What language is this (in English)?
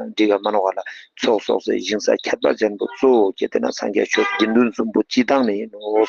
Ladakhi